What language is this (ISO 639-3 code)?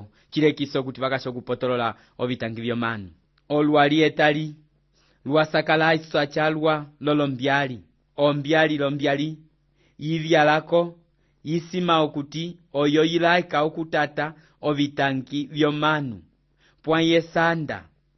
umb